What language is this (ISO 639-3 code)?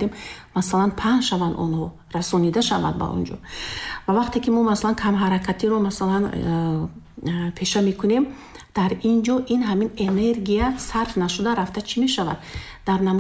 tgk